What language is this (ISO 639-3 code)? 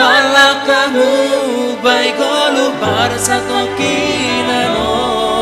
bts